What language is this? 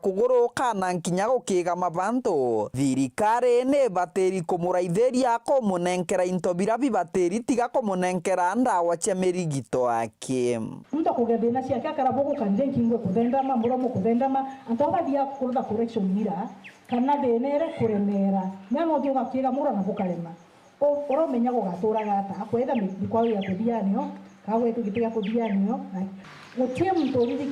Meru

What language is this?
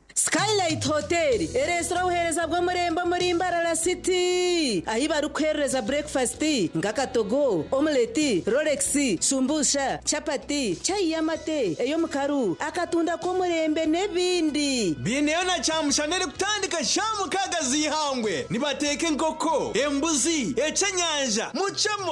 Nyankole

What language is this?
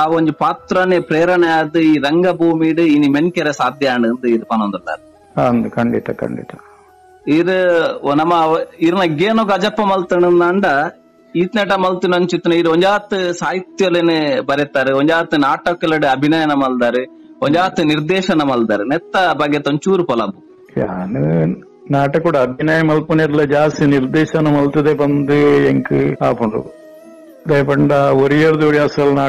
Tulu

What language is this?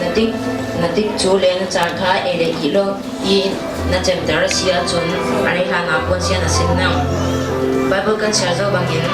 Falam Chin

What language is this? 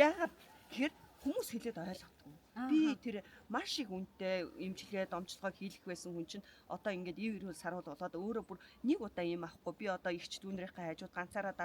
Mongolian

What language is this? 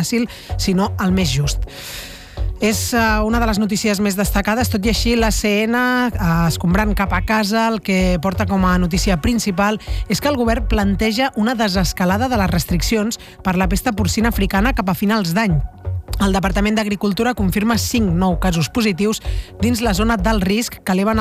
Catalan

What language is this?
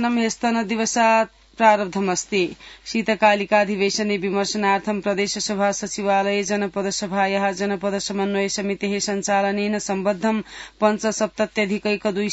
Sanskrit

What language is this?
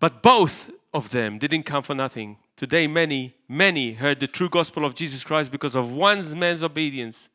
English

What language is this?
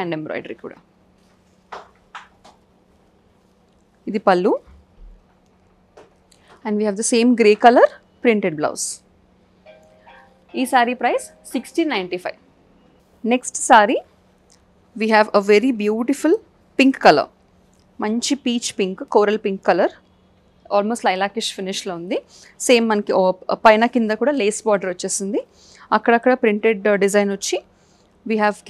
Telugu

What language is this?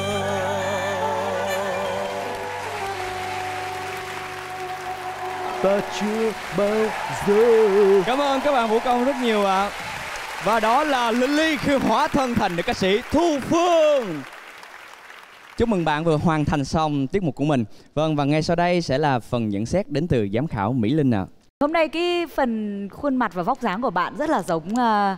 Vietnamese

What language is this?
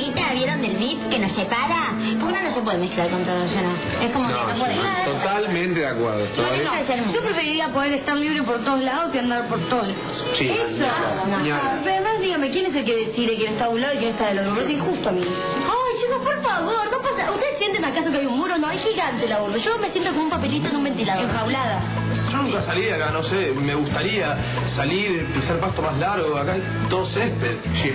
Spanish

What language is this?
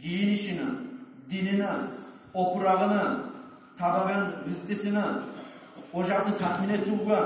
Kumyk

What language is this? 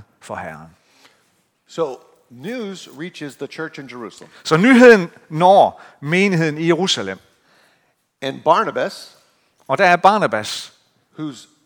Danish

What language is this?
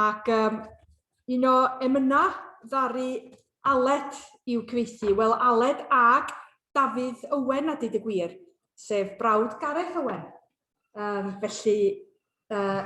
Welsh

